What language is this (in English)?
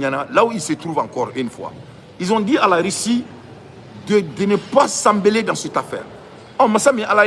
Bambara